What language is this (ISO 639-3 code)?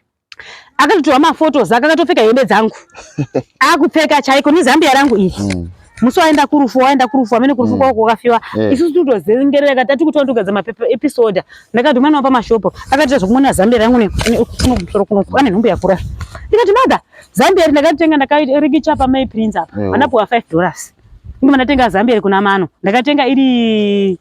sna